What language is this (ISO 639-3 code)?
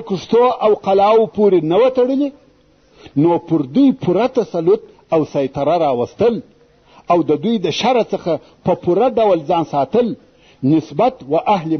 pus